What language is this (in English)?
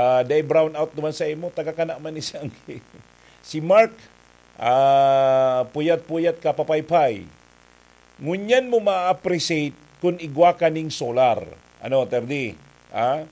Bikol